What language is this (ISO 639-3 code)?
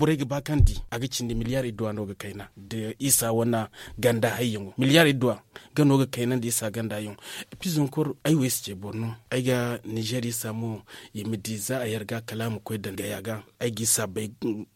dje